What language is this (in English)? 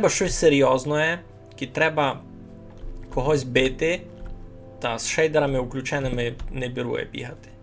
Rusyn